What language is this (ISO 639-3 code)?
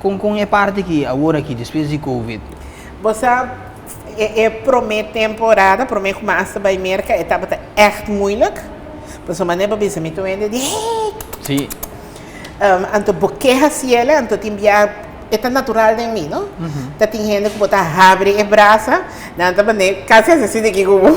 pap